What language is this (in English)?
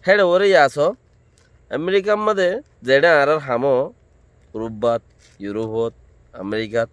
Rohingya